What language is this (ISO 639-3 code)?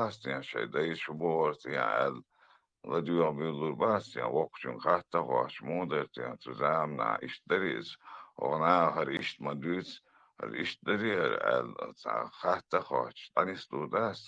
che